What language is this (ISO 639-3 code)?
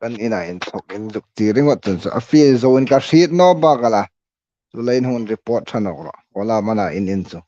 hmr